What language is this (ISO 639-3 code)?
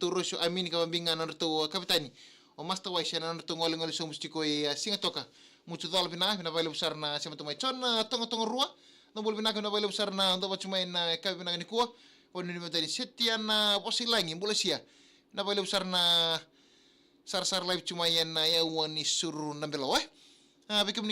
fij